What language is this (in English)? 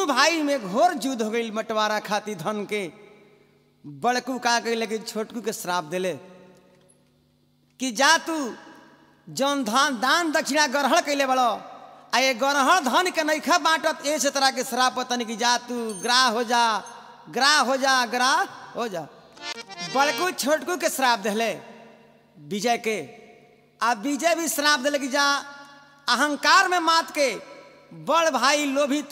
Bhojpuri